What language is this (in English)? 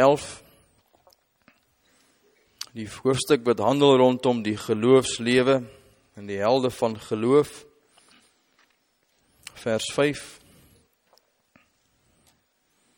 Afrikaans